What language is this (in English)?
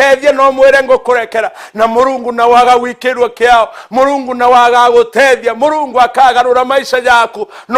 Meru